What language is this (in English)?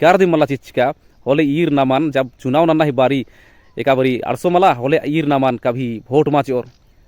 Kurukh